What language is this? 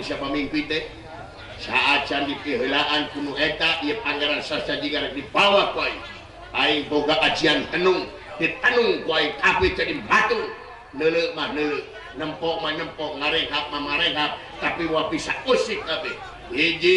Sundanese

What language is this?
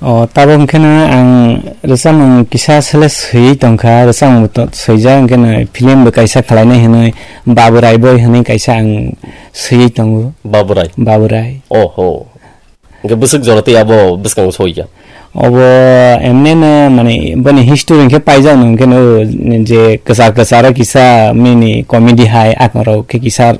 Kok Borok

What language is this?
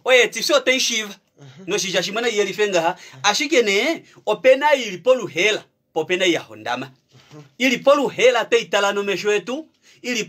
Kuanyama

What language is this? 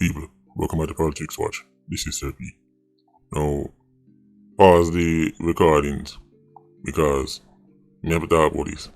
Jamaican Creole English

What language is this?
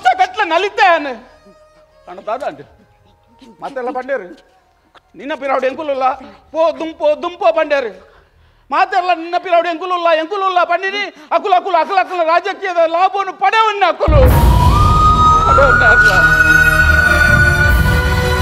Tulu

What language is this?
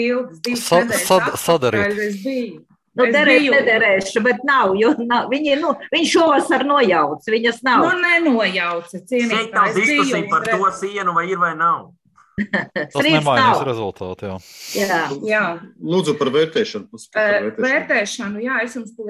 Latvian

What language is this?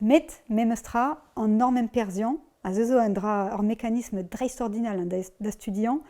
Breton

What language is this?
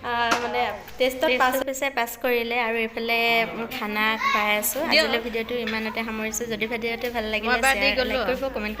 Assamese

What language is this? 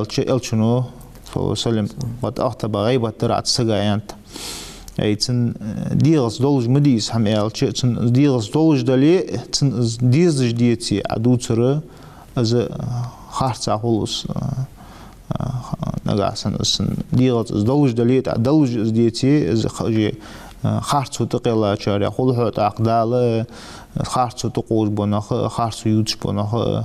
Ingush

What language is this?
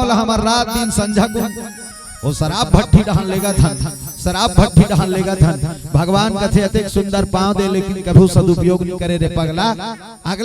Chhattisgarhi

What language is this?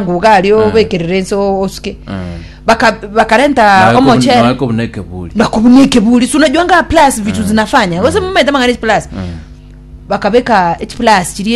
Gusii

